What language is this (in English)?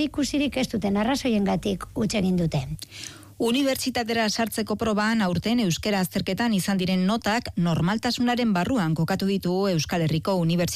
Basque